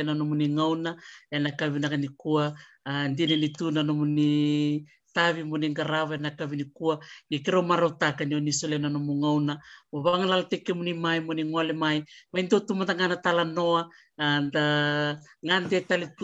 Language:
Fijian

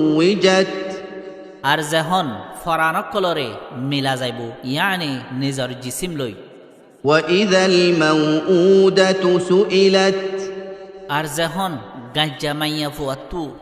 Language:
Rohingya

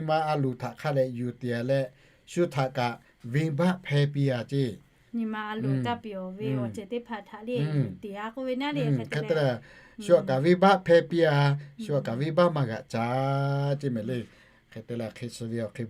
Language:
Lahu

